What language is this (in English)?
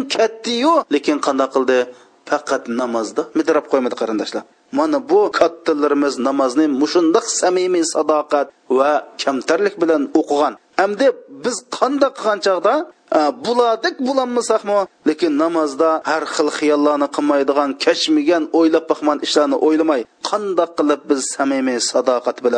Uyghur